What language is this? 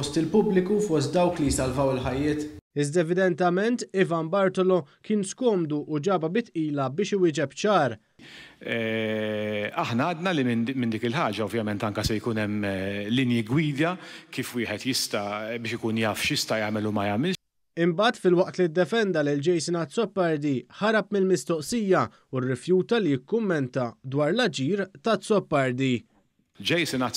Maltese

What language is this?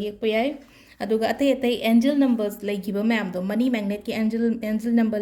Manipuri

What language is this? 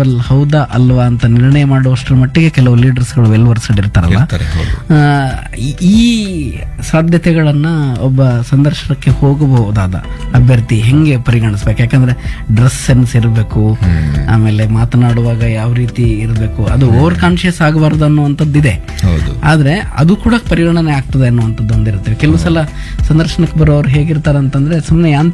Kannada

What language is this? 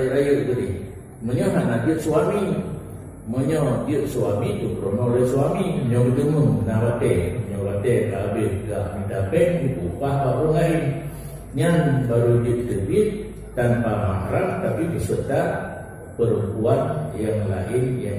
Achinese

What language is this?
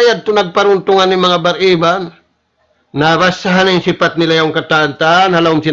Tausug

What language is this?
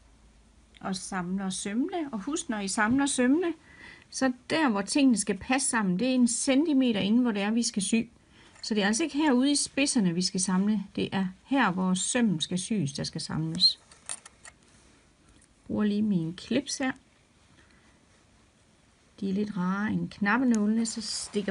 Danish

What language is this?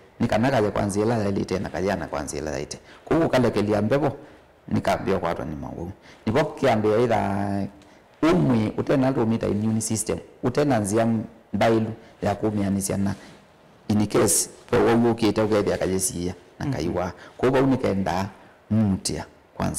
Kamba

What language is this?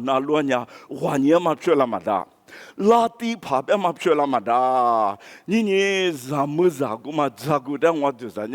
Lisu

